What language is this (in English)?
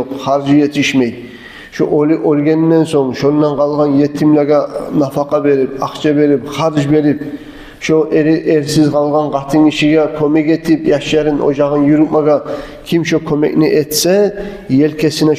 Kumyk